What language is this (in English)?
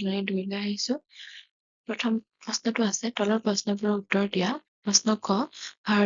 Assamese